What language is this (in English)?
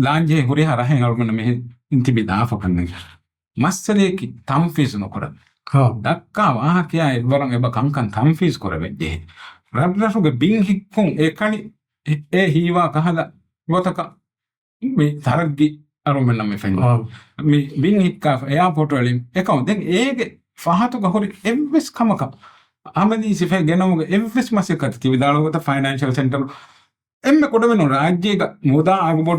Divehi